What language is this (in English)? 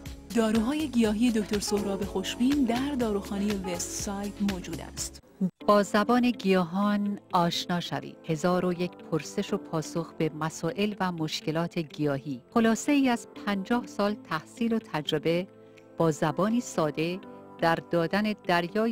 Persian